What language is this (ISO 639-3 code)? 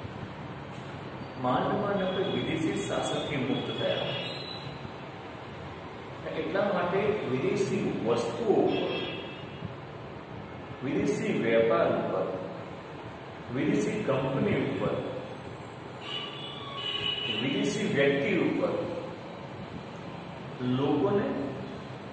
guj